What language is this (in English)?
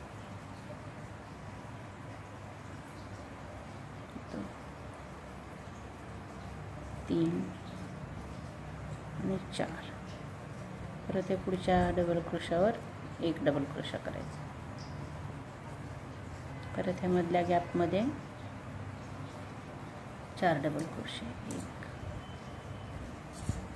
Marathi